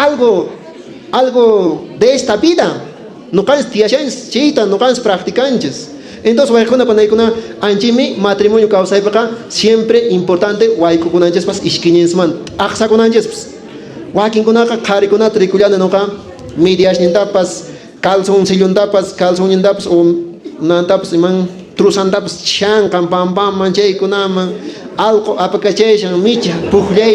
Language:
Quechua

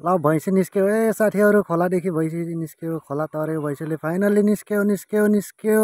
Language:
Nepali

